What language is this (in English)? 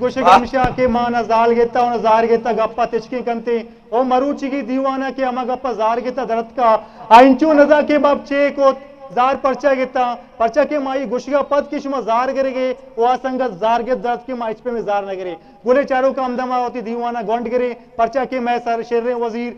Eastern Balochi